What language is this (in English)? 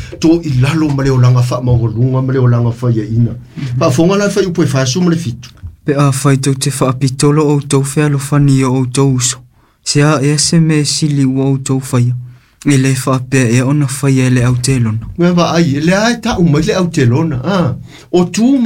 Samoan